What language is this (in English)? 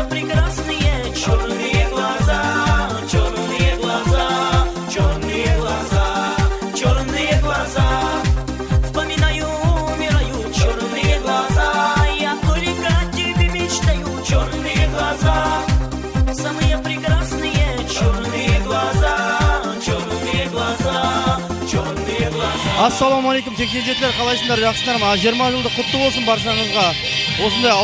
Kara-Kalpak